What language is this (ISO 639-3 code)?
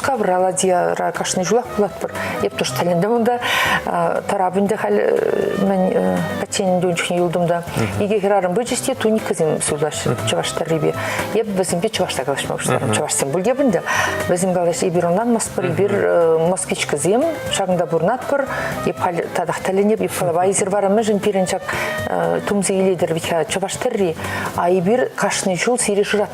chv